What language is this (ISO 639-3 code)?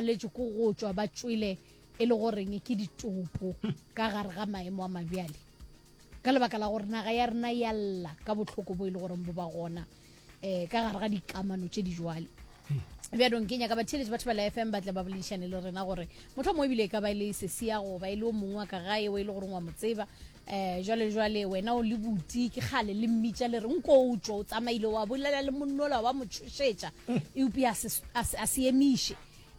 nso